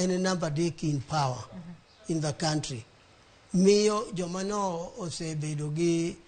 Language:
Luo (Kenya and Tanzania)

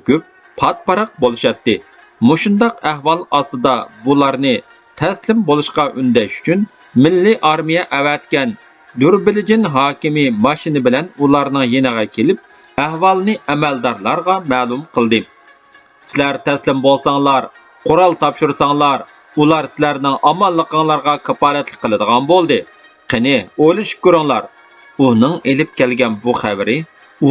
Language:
Uyghur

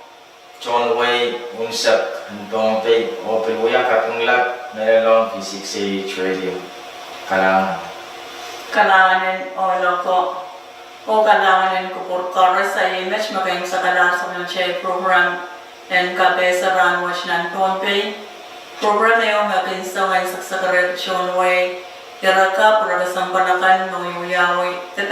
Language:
Pohnpeian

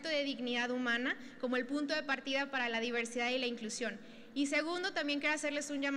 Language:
Spanish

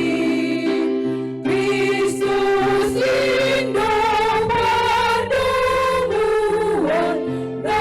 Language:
Batak Simalungun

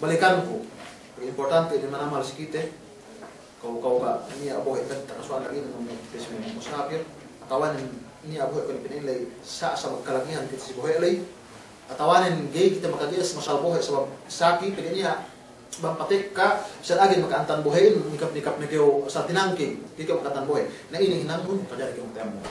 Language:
Yakan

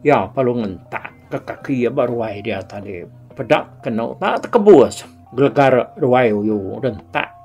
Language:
Iban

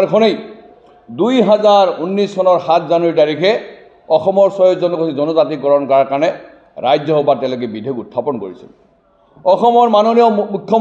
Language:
Assamese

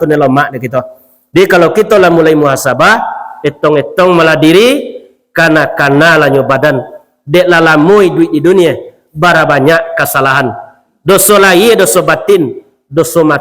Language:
Minangkabau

